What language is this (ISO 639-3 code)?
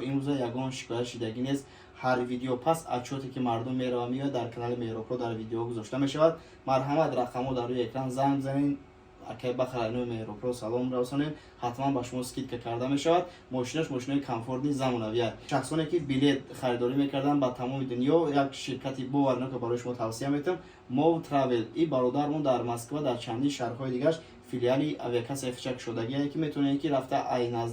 tgk